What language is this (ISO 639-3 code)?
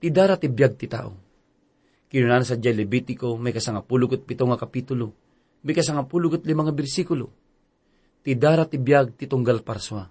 ilo